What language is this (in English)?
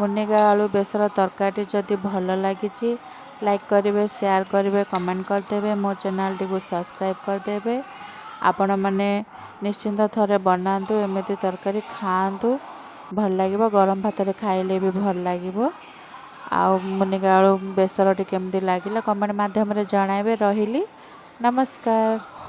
Odia